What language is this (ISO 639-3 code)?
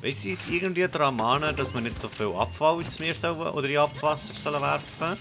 gsw